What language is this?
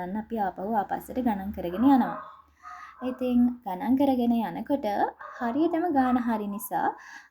Sinhala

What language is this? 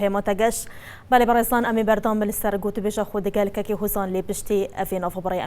Kurdish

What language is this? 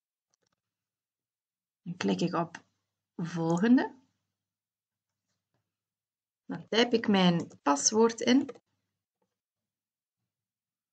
Dutch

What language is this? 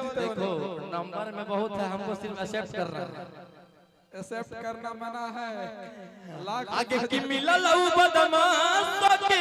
Magahi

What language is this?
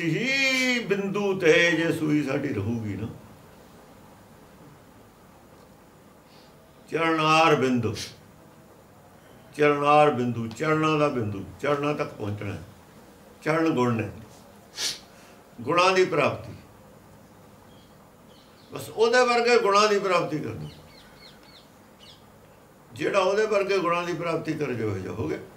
Punjabi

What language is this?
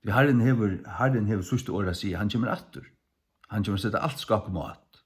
Faroese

